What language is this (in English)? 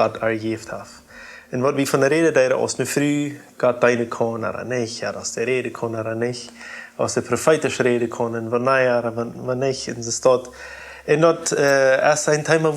Plautdietsch